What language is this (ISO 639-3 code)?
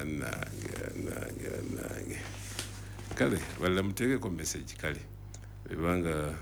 lug